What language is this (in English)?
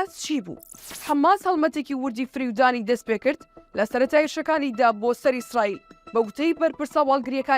Central Kurdish